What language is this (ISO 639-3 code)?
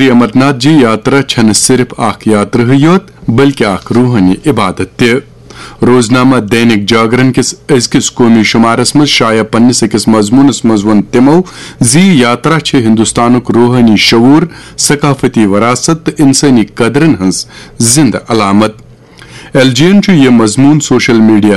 kas